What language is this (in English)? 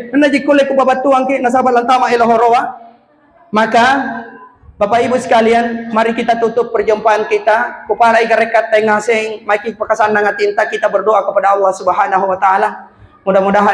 Makasar